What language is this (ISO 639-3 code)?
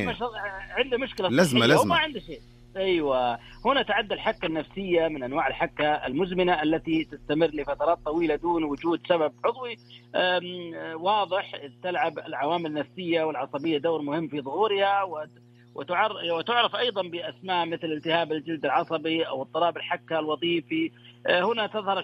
ara